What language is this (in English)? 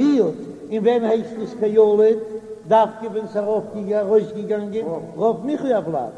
Yiddish